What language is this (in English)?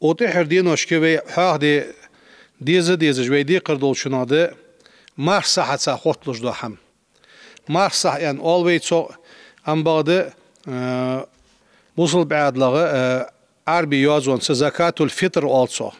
Ingush